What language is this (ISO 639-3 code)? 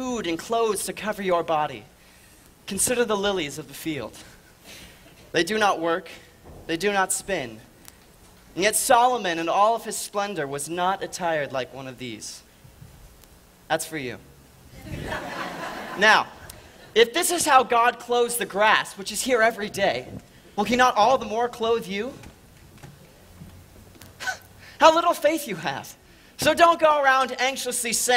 eng